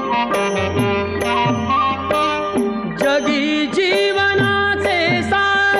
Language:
Marathi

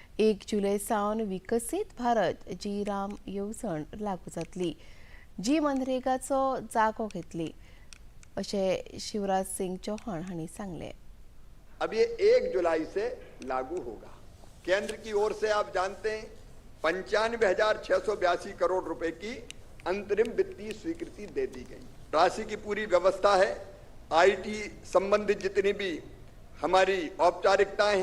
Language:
Konkani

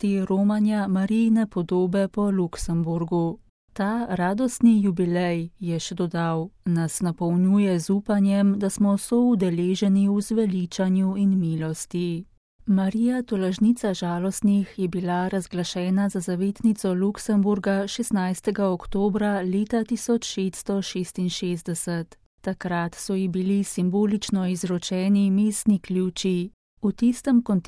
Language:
Slovenian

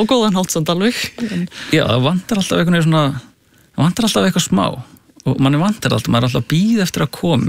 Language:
Icelandic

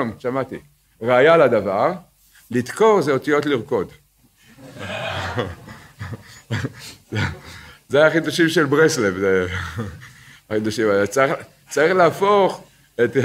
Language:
Hebrew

